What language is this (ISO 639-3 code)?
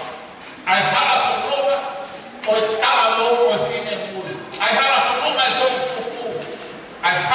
ton